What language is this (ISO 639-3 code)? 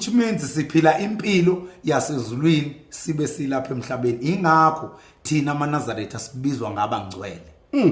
zul